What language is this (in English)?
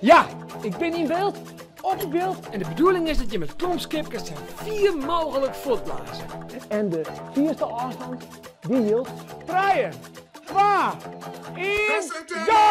Western Frisian